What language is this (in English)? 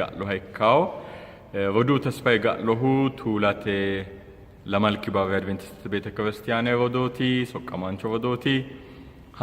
Sidamo